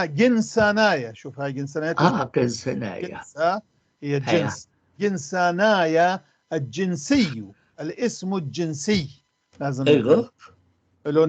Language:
North Levantine Arabic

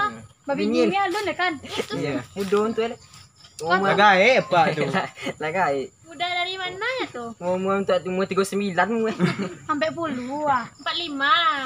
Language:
Minangkabau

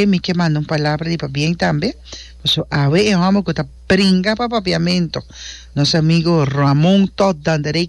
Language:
Papiamento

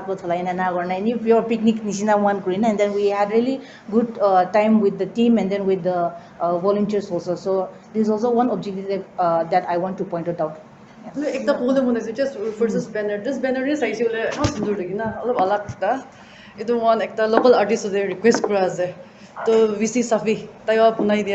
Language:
Naga Pidgin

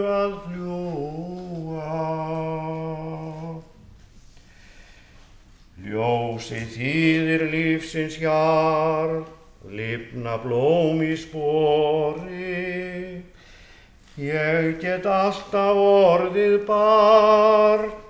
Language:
Icelandic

